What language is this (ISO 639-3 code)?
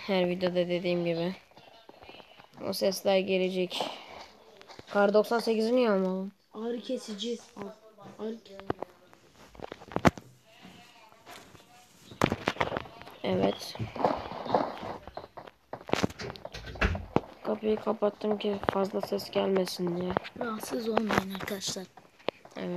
tur